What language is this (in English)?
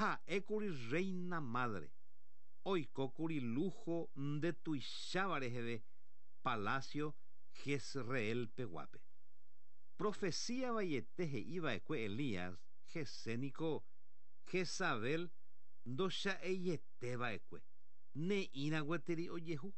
Guarani